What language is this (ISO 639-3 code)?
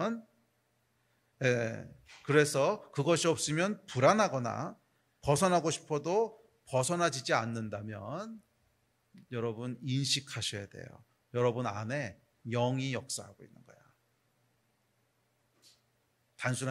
kor